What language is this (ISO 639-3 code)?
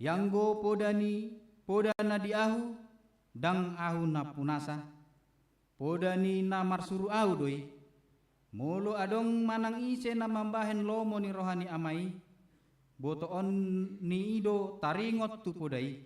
bbc